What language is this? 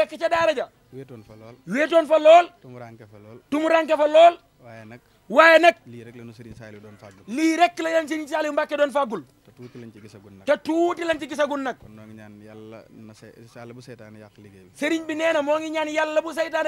Wolof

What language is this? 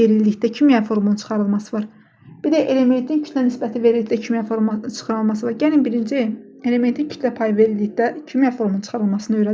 Azerbaijani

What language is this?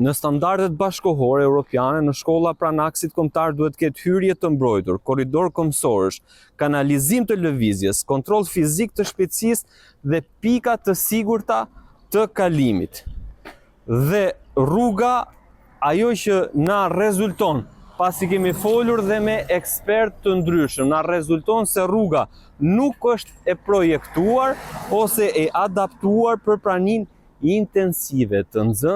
Albanian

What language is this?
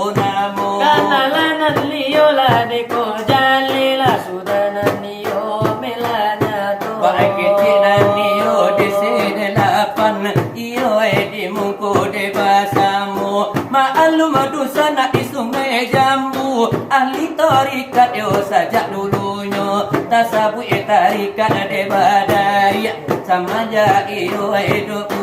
Minangkabau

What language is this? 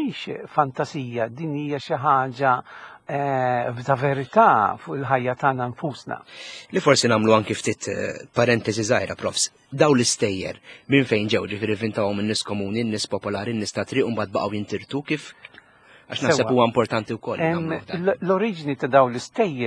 Maltese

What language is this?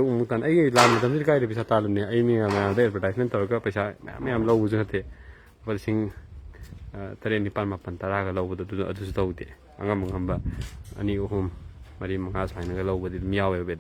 Manipuri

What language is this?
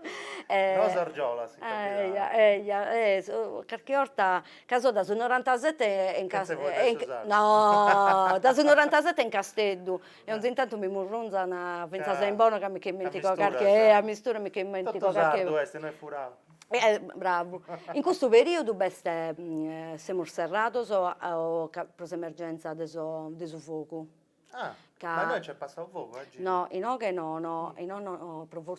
Sardinian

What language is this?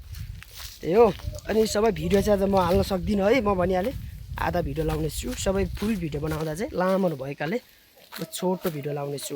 Nepali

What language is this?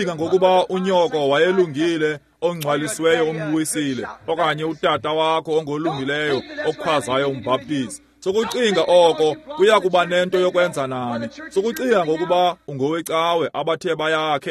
Xhosa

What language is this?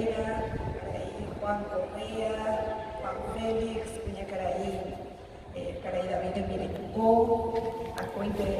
Guarani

